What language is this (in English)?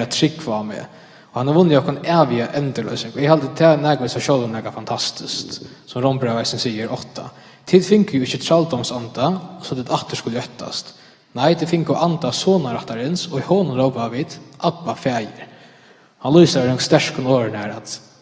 Faroese